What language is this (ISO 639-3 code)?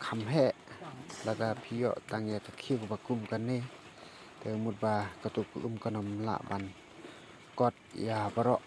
kha